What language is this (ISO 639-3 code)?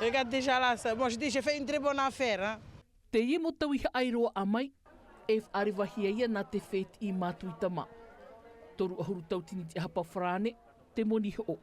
tah